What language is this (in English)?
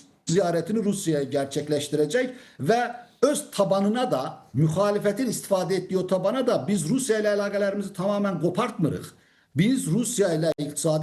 Azerbaijani